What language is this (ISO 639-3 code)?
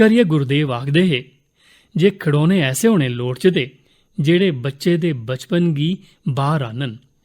doi